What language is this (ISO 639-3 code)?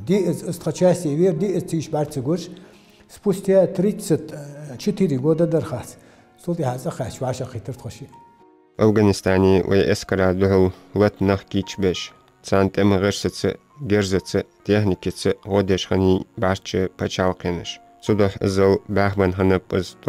inh